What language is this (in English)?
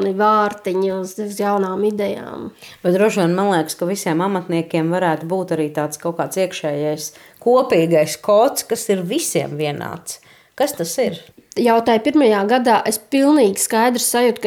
Latvian